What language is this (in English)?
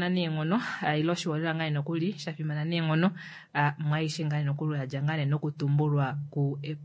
Kuanyama